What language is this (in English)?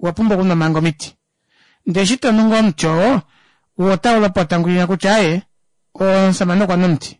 Kuanyama